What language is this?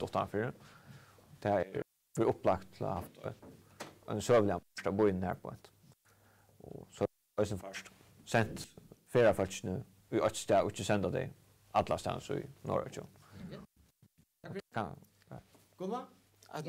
Faroese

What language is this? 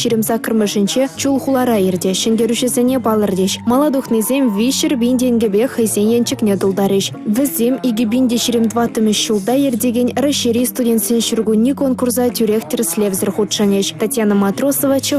Chuvash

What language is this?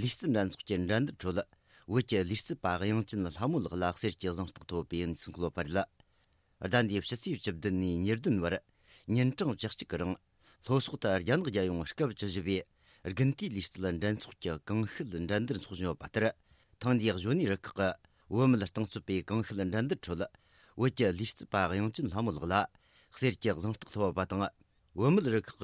Tibetan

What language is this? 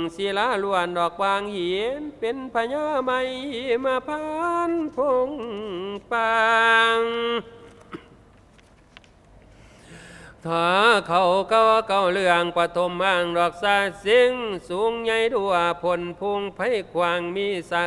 Thai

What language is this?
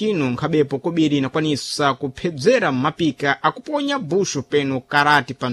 Sena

